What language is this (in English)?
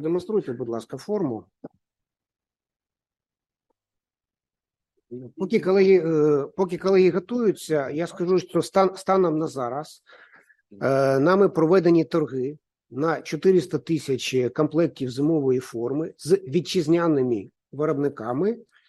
Ukrainian